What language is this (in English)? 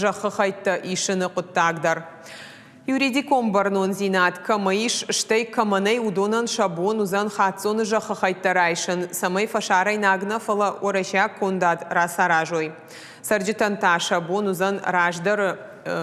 Ossetic